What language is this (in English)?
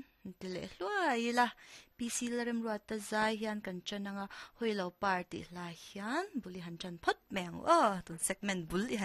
Mizo